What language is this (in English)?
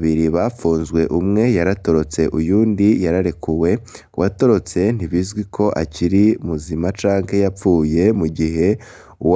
Rundi